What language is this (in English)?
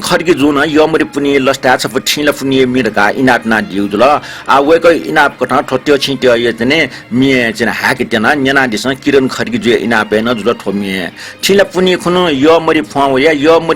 Newari